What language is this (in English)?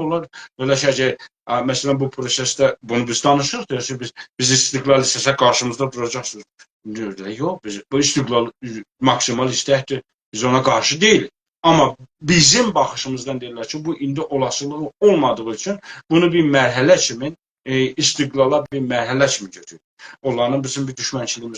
South Azerbaijani